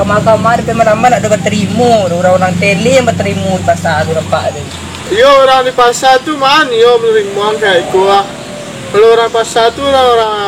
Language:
Minangkabau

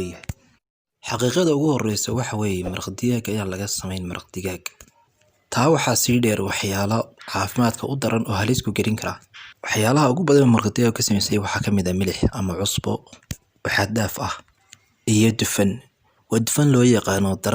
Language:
Somali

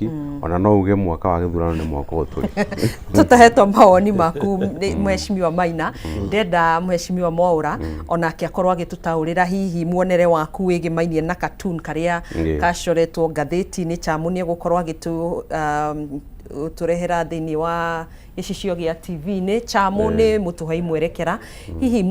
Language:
Kikuyu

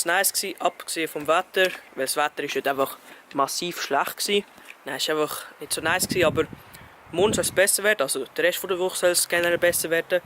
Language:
Swiss German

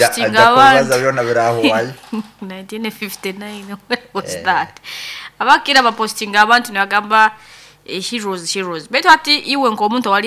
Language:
Nyoro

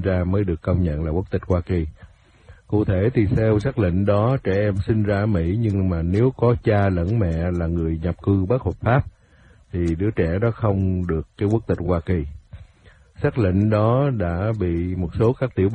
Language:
Vietnamese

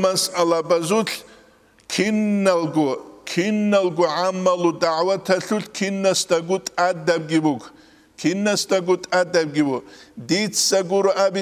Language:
Avaric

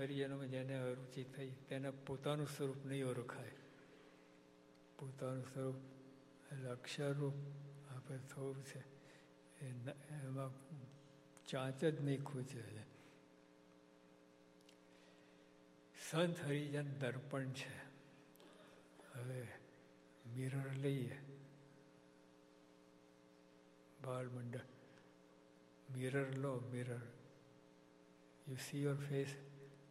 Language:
Gujarati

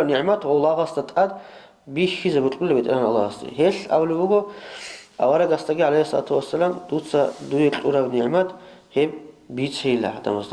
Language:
Avaric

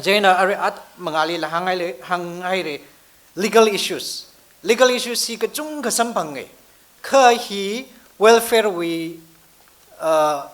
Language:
Tangkhul Naga (India)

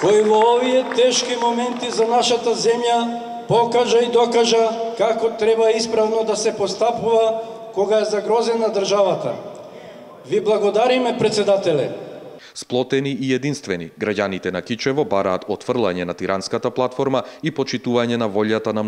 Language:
Macedonian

